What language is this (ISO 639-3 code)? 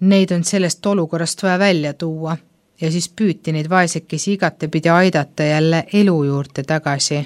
est